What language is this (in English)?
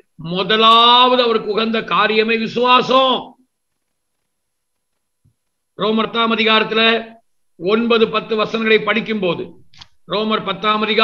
Tamil